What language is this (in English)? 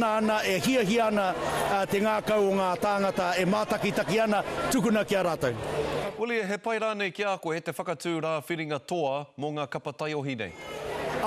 Māori